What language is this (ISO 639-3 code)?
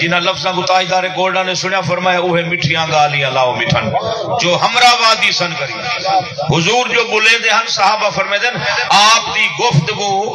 skr